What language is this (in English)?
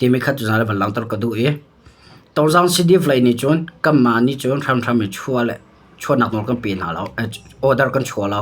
Hakha Chin